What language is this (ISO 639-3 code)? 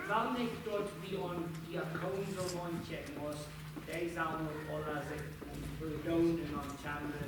pdt